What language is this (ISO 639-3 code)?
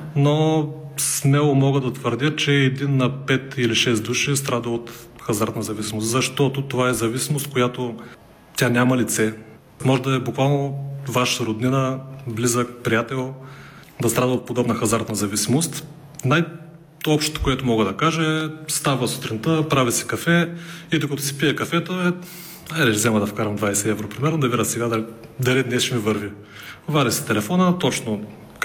bul